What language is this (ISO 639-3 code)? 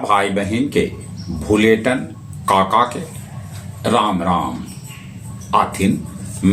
mag